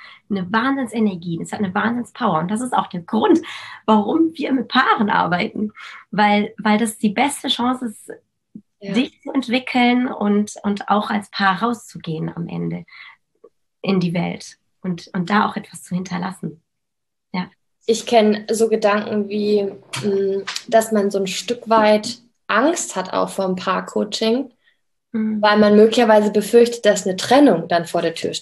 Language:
German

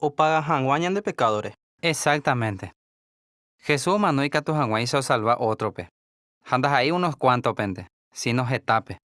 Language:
Guarani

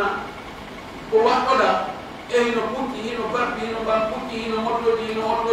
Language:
Pular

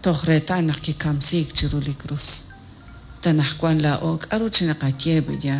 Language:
Kekchí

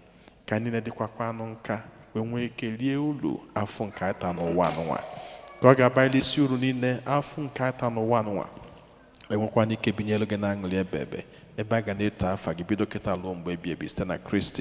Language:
Igbo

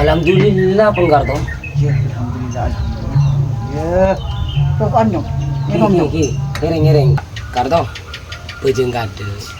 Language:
Madurese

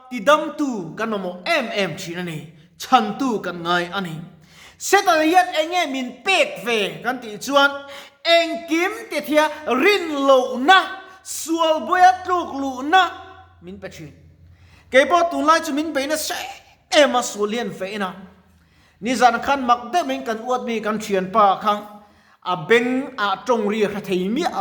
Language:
Mizo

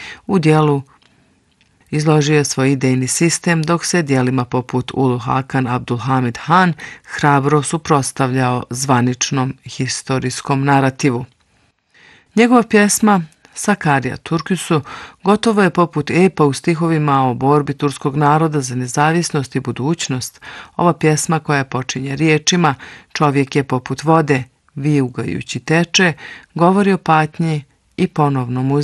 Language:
Bosnian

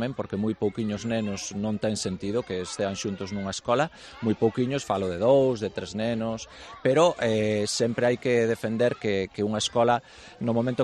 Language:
Galician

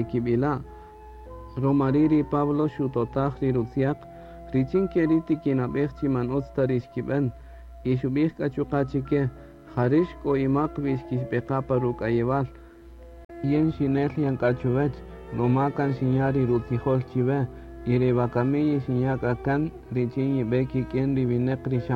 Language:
Kaqchikel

